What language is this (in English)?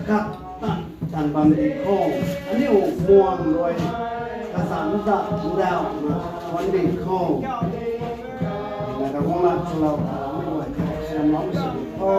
Rongmei Naga